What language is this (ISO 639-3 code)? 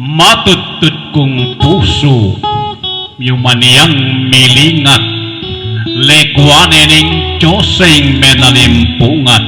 pam